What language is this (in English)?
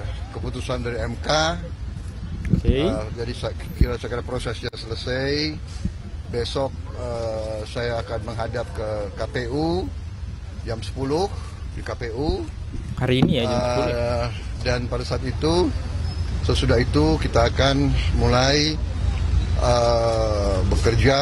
Indonesian